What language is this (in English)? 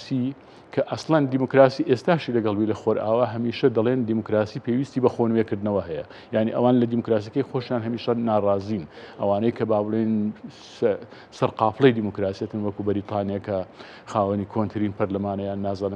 Central Kurdish